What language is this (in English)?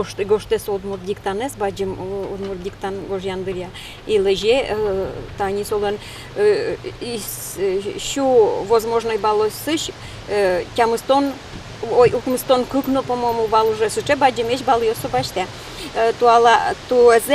Udmurt